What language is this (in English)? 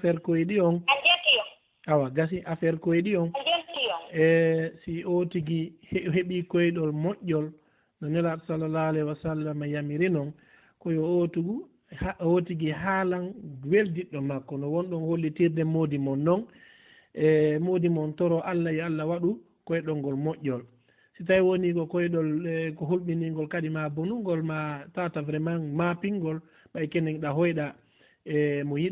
Fula